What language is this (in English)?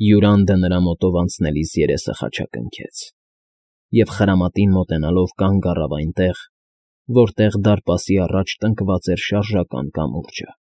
Armenian